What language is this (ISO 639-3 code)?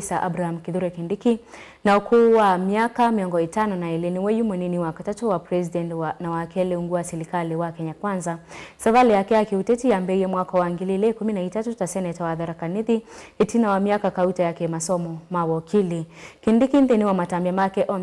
kam